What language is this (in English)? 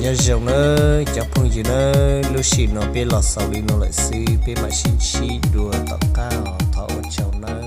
Hmong